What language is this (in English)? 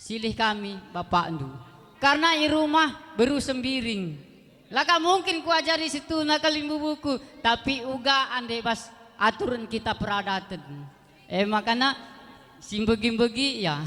Batak Karo